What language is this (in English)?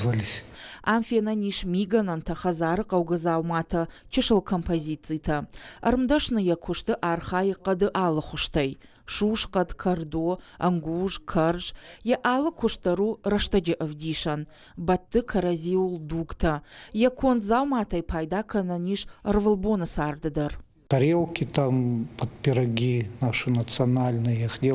Ossetic